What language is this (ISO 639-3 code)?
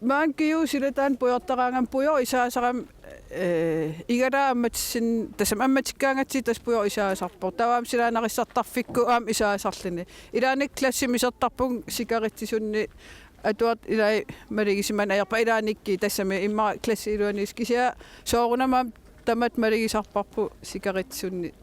kal